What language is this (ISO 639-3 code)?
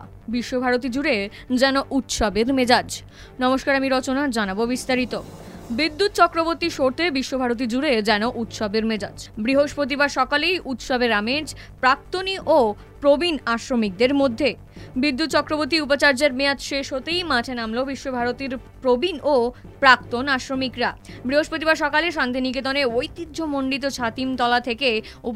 ben